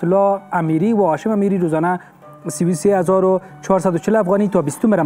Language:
Persian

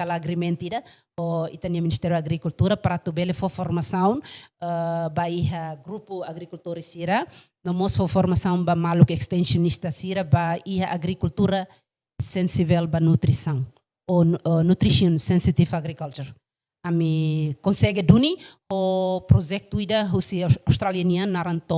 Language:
Tetum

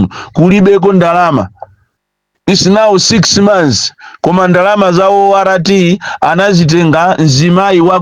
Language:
Nyanja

